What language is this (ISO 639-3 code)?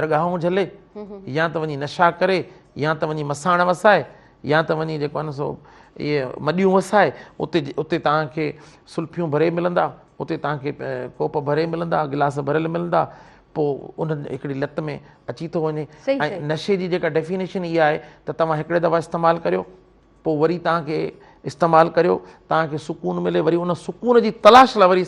snd